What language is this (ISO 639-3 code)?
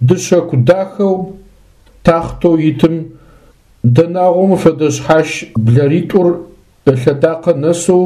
ady